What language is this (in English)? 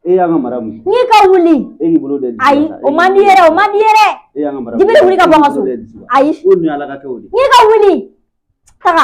Bambara